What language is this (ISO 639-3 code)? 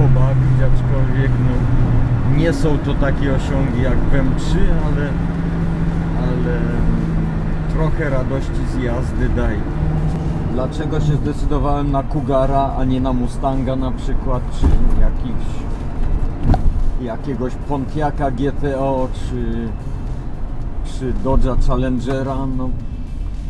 pol